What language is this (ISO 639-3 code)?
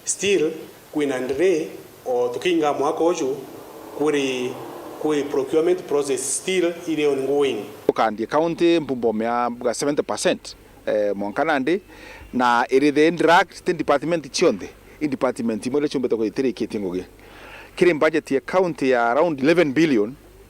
mer